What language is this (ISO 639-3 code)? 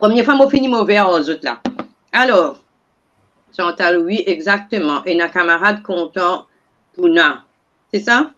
mfe